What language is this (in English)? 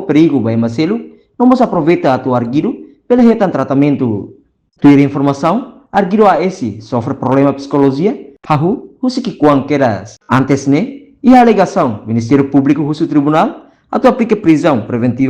Tetum